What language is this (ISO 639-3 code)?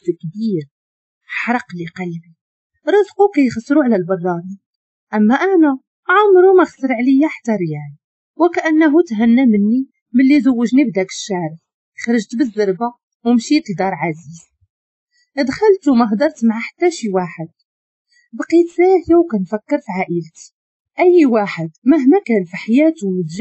ary